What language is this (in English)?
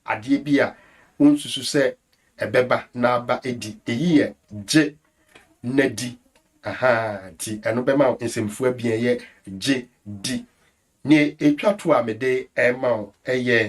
Akan